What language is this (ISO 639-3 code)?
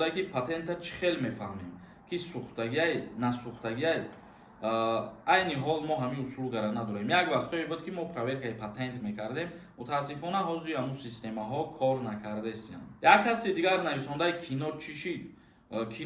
tgk